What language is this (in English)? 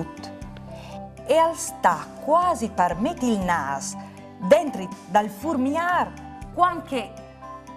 Friulian